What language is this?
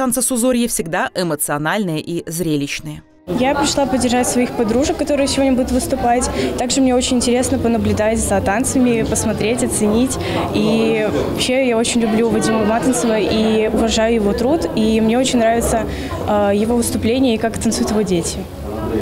Russian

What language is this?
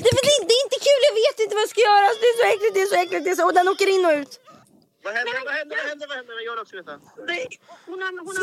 Swedish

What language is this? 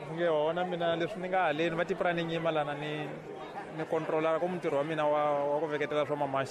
Tsonga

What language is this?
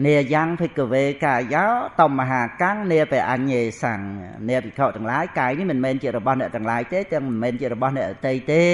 Khmer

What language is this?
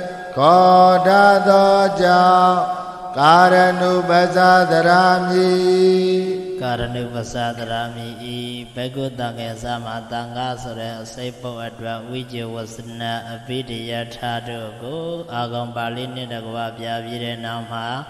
Burmese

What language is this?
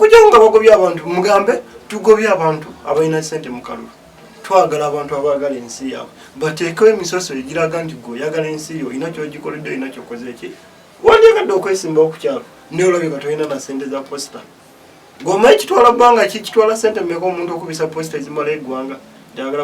Ganda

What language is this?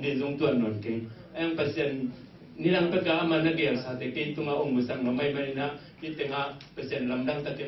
Tedim Chin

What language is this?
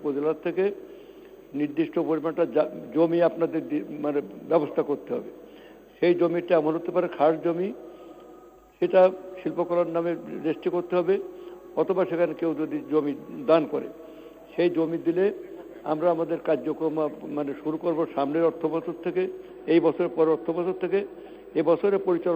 Bangla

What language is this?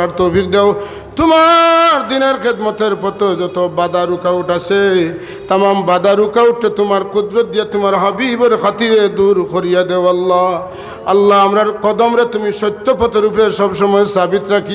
Sylheti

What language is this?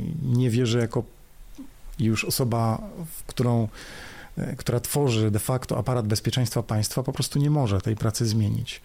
Polish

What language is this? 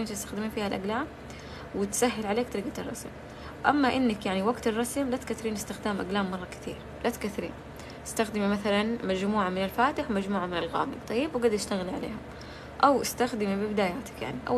Arabic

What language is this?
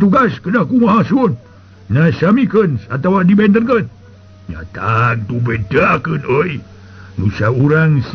Sundanese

